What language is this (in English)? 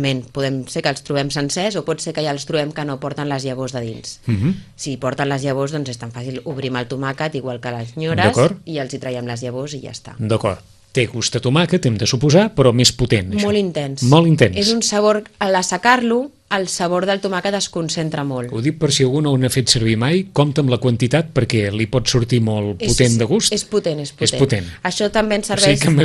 Catalan